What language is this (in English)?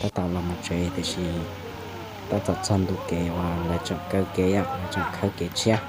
Hmong